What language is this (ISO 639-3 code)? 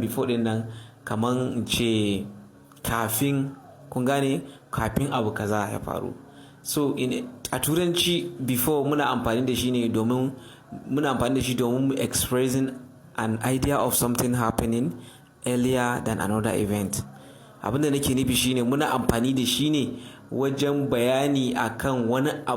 hau